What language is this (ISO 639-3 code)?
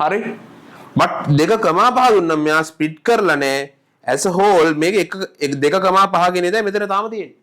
sin